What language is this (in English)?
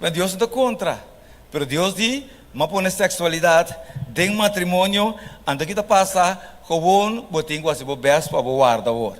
Papiamento